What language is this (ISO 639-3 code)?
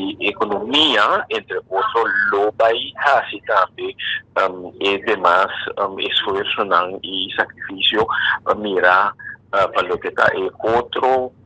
pap